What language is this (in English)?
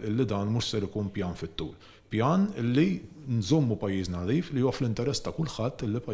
Maltese